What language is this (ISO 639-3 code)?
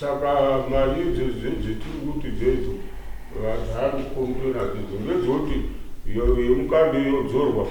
sna